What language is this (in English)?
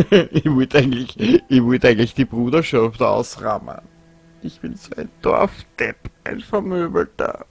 Bavarian